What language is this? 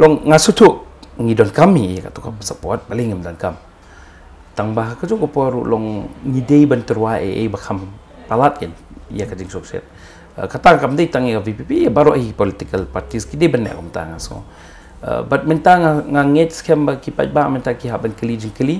Khasi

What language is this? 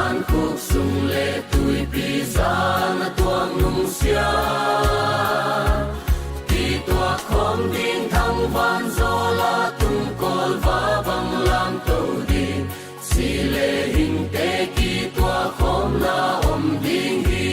Paite Chin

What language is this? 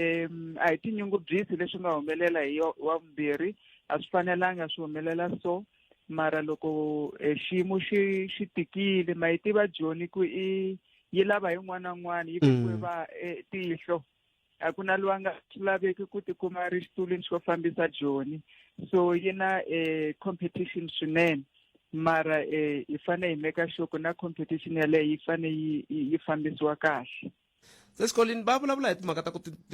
Tsonga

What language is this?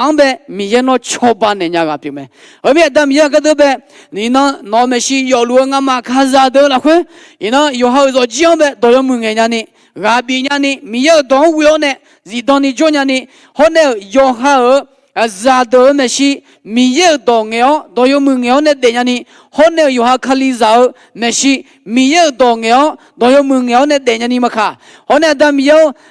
Akha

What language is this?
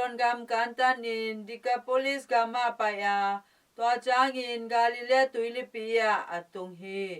Tedim Chin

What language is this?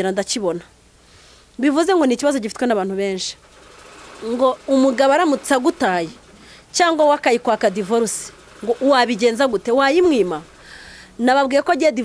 Kinyarwanda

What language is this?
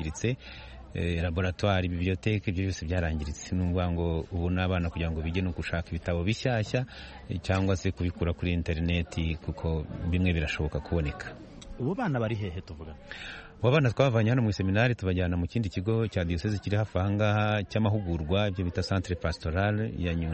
Kinyarwanda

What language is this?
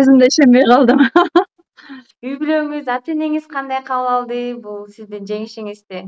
Kyrgyz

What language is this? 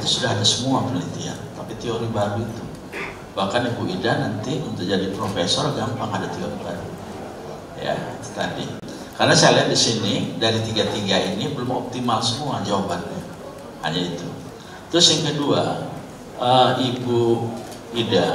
Indonesian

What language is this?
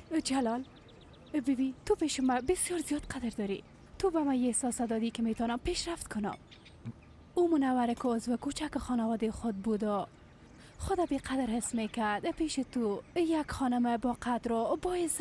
Persian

